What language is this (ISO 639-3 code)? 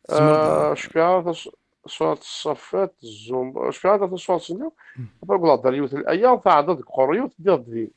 kab